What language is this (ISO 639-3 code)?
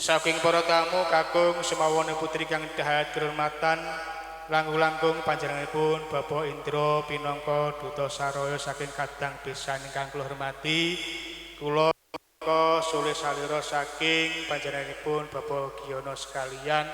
jav